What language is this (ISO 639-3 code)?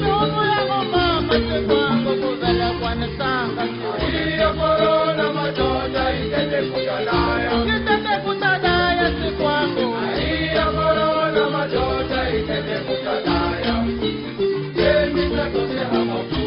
cce